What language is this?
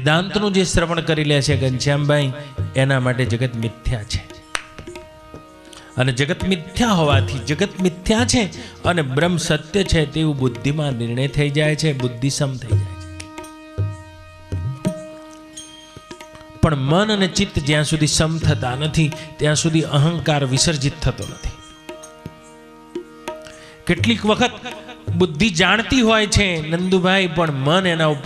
Gujarati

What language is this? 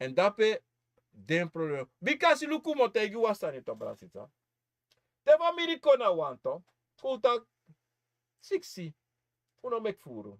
Sranan Tongo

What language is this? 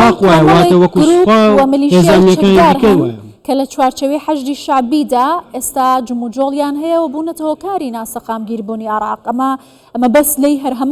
Central Kurdish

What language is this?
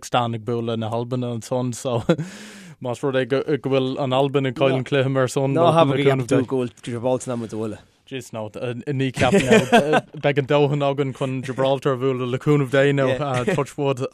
Irish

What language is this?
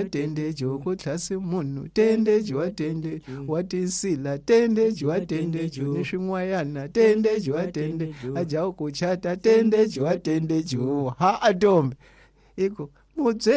Tsonga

